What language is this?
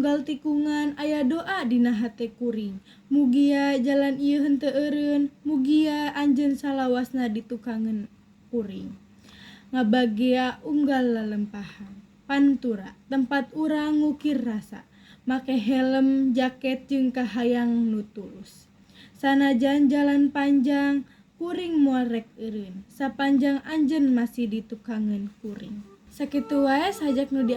Sundanese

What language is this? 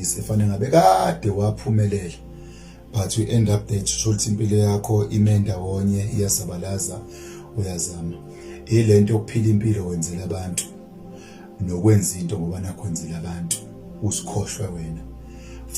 Zulu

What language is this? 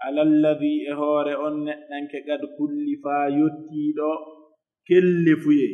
Pular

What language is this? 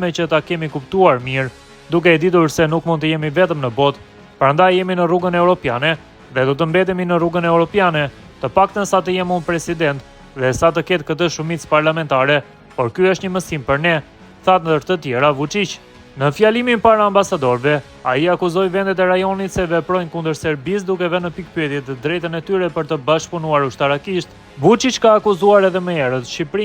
Albanian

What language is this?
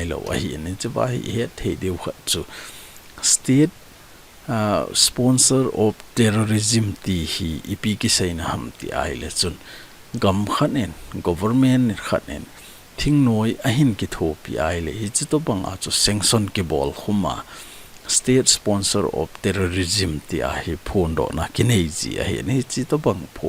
Thado Chin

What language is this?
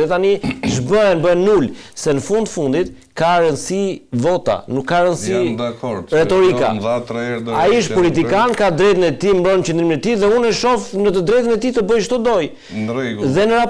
Albanian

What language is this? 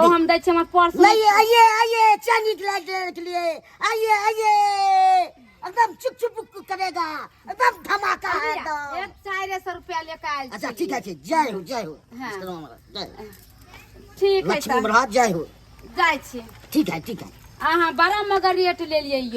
Maithili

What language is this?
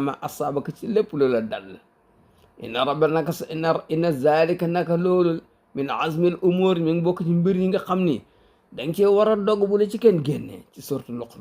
Wolof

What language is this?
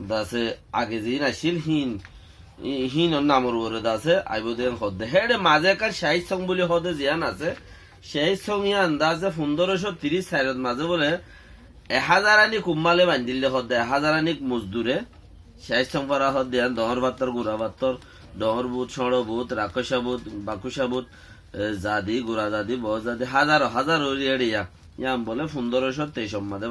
Rohingya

